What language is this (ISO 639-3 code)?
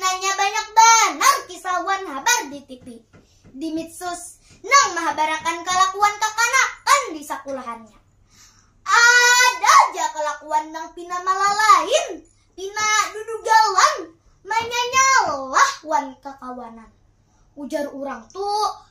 bjn